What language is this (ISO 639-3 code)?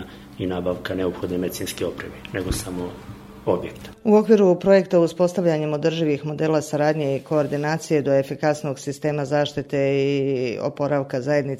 hrv